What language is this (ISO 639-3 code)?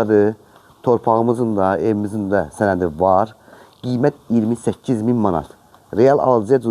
aze